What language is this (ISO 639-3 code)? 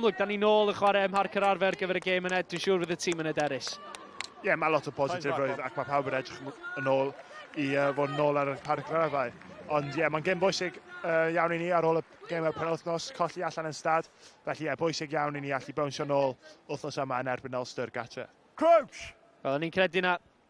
cym